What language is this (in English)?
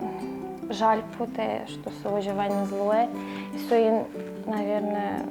Udmurt